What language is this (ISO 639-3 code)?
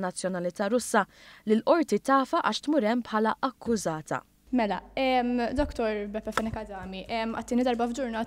mlt